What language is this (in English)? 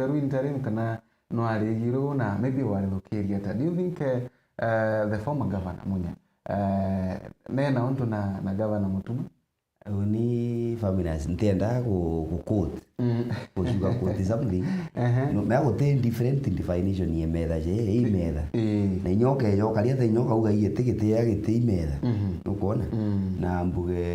Meru